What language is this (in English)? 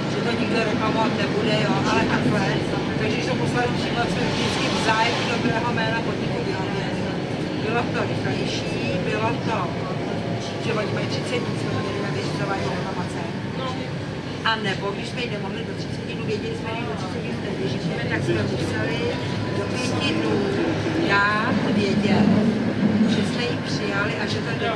Czech